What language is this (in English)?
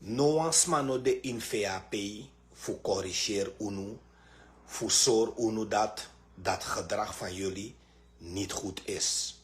Sranan Tongo